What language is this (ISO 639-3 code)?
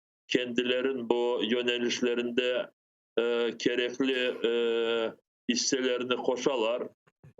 crh